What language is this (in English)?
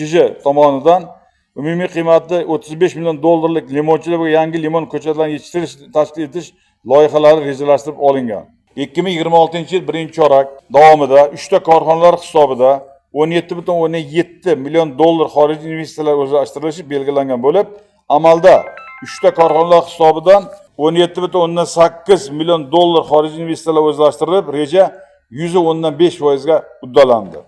Uzbek